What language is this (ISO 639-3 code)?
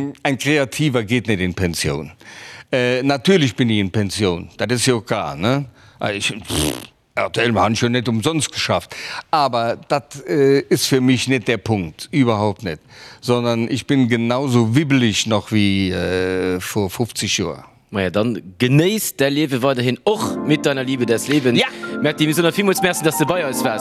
ltz